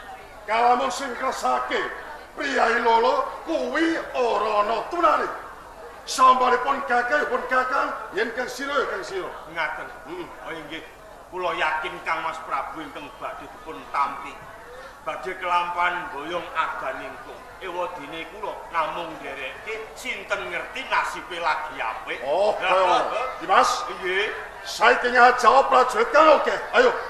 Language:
Javanese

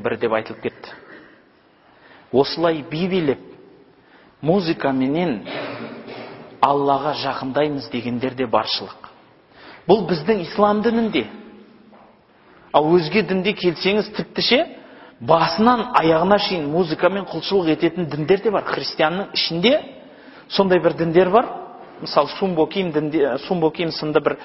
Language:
Kazakh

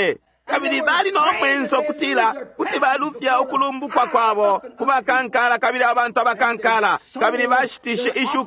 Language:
Bemba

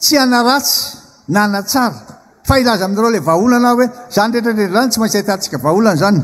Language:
Malagasy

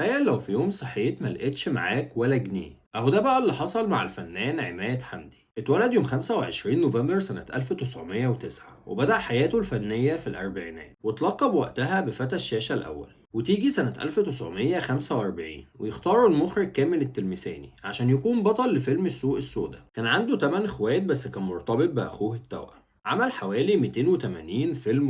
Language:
Egyptian Arabic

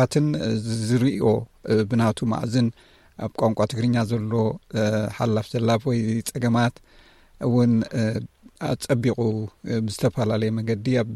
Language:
Tigrinya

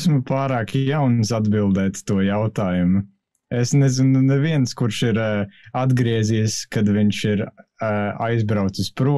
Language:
Latvian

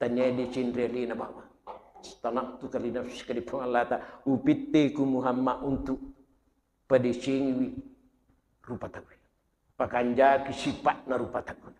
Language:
Buginese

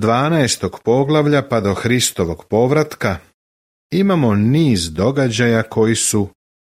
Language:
Serbian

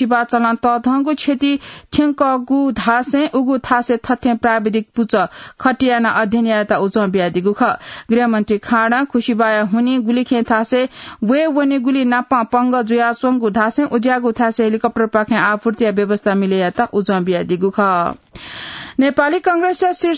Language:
Newari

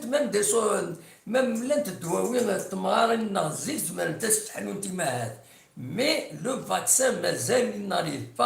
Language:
Kabyle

